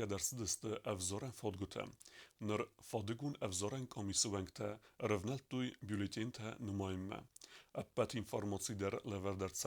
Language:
Ossetic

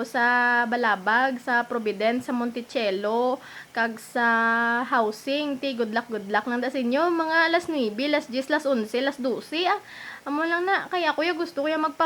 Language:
Hiligaynon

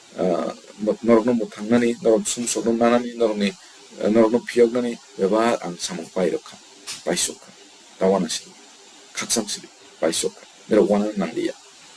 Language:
Kok Borok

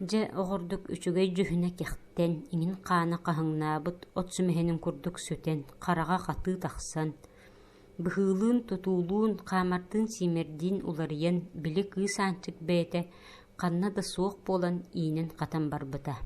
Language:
Yakut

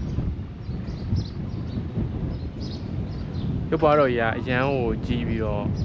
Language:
Burmese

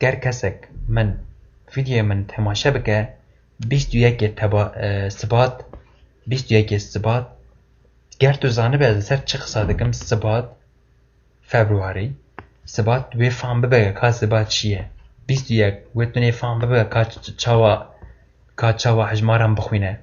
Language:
Kurdish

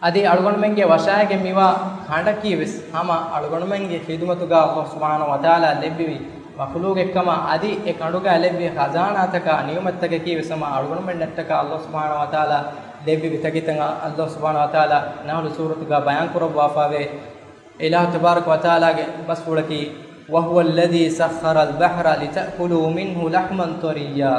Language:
Divehi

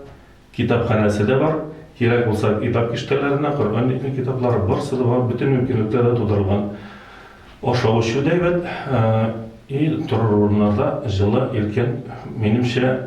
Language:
Tatar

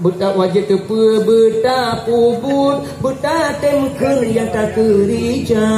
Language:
Achinese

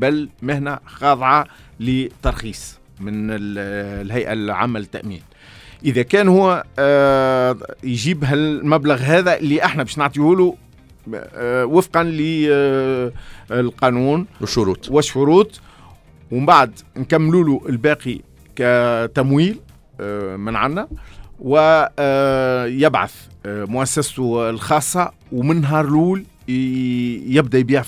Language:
Tunisian Arabic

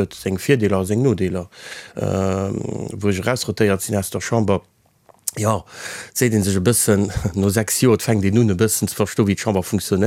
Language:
Luxembourgish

